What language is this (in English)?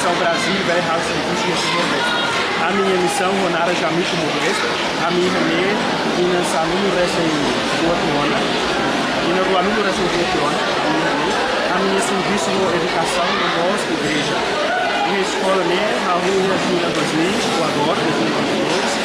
Tetum